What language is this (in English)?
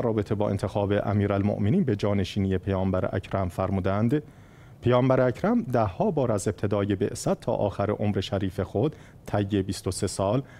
Persian